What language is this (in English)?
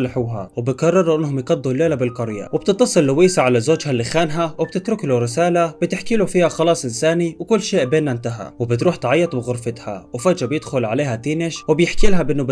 Egyptian Arabic